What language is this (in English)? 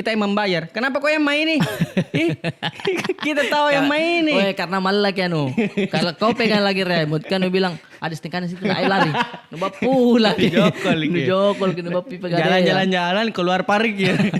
Makassar Malay